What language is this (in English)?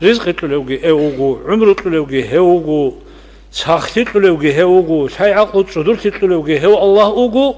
Avaric